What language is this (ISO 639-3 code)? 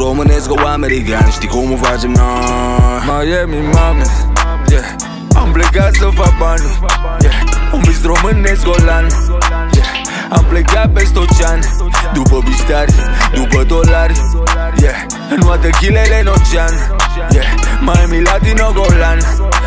ron